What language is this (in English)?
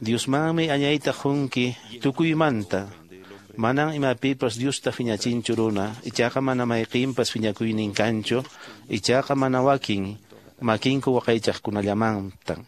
Quechua